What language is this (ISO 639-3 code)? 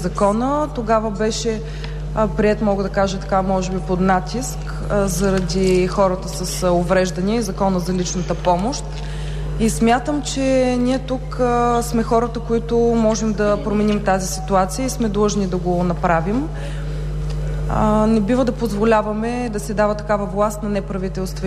bul